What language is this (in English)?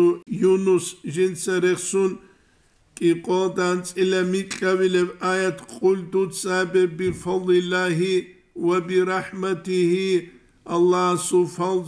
Avaric